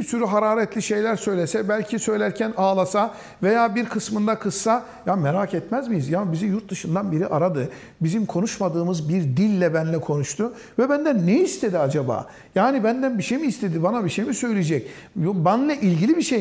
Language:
Turkish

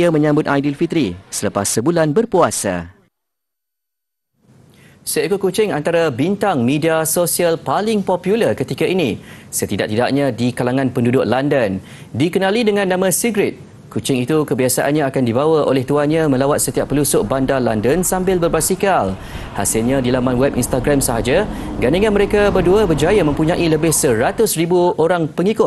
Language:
Malay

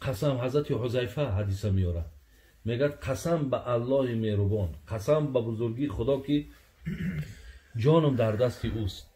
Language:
Tajik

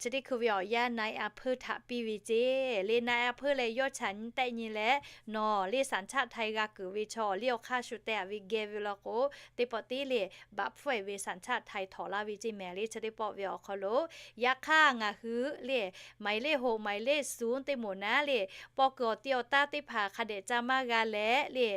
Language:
Lahu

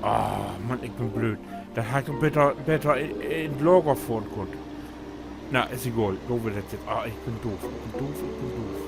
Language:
Low German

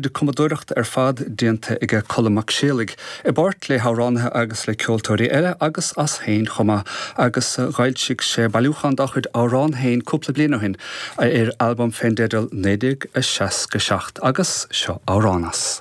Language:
Irish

